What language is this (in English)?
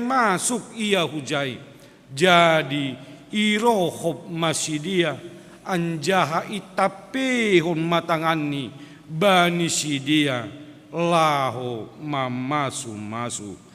Batak Simalungun